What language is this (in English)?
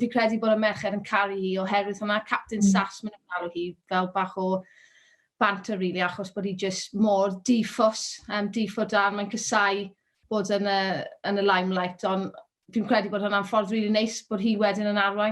Welsh